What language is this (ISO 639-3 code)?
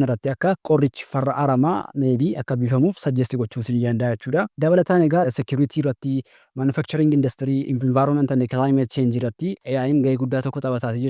orm